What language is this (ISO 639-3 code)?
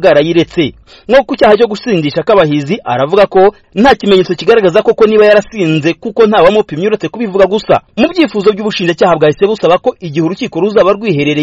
kin